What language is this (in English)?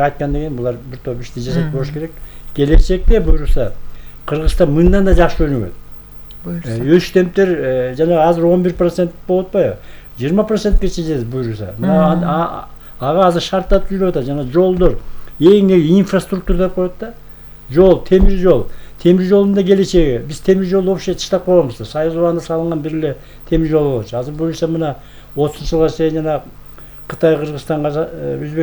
Kyrgyz